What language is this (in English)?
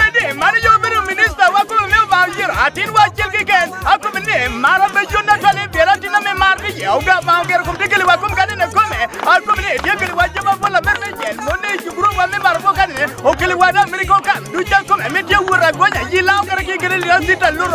Lango (Uganda)